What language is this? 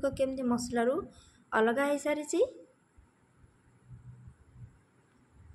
Odia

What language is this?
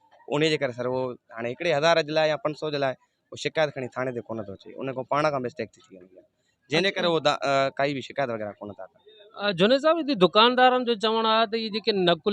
Sindhi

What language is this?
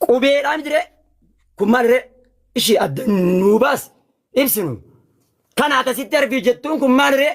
Oromo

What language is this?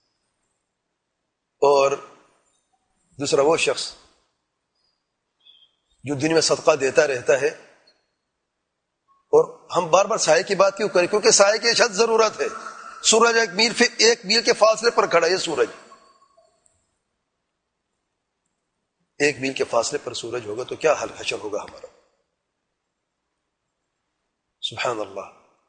Urdu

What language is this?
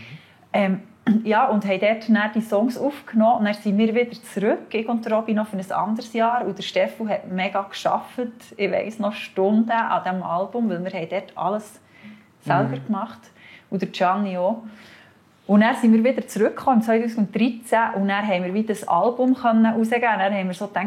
Swiss German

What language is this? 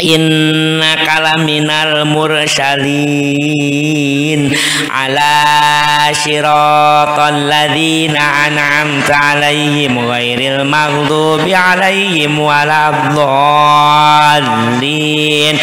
Sundanese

